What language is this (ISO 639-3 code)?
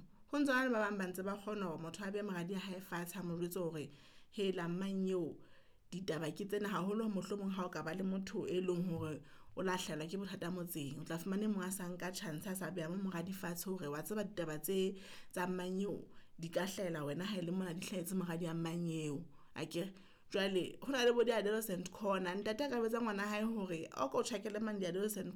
sot